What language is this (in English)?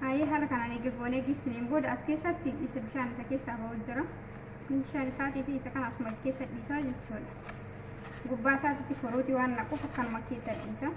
Oromo